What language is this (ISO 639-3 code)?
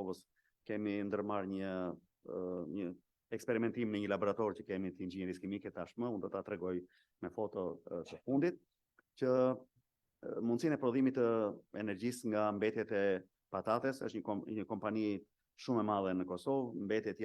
sqi